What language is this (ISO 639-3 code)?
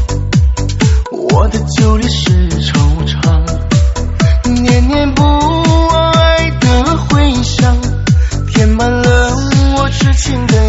zho